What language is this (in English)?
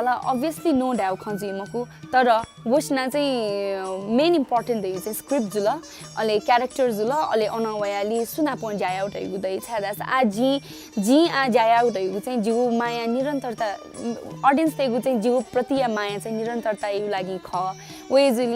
Newari